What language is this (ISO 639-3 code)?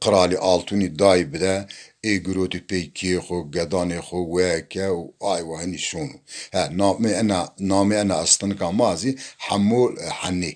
zza